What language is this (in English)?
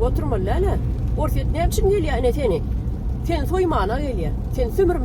Turkmen